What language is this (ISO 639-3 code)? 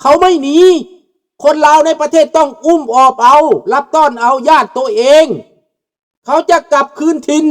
lao